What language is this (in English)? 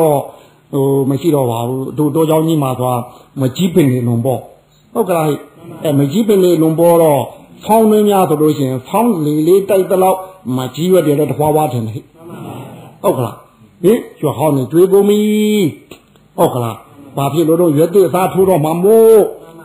Burmese